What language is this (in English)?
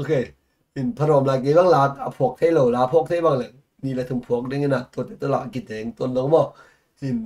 Tedim Chin